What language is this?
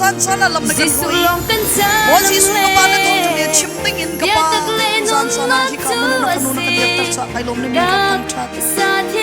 Hakha Chin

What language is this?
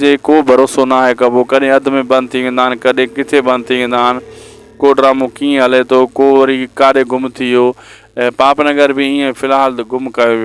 Sindhi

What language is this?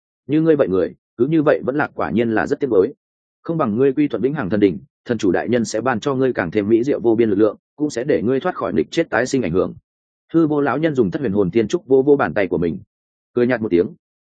Vietnamese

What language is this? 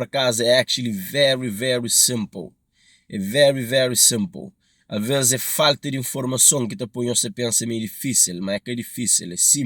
Kabuverdianu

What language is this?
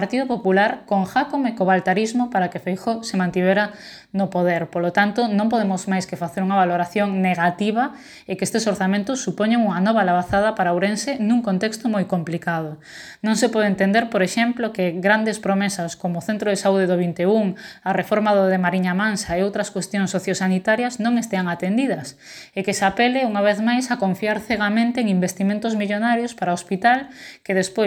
Galician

